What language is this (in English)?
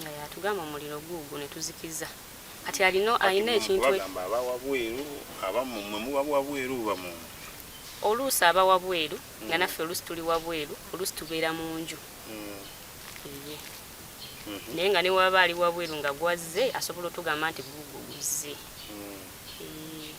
Ganda